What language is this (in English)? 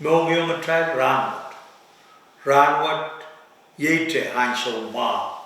Pohnpeian